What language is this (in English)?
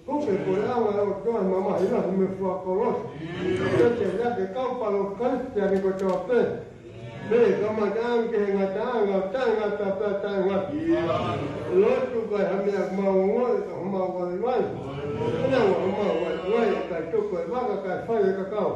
Tongan